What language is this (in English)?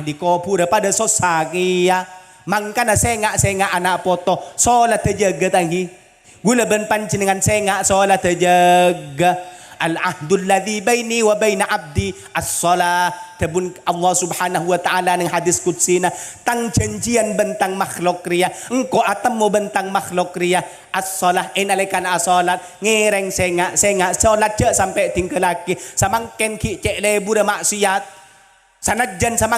Madurese